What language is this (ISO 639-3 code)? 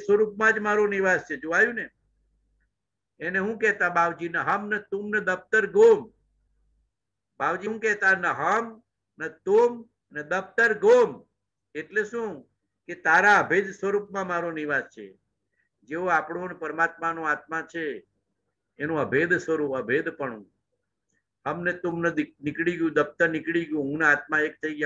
guj